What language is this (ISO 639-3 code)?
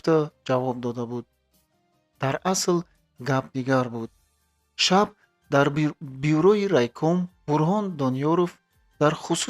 tgk